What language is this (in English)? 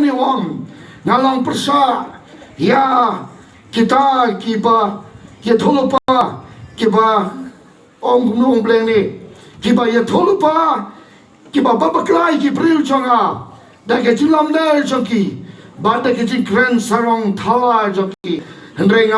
Khasi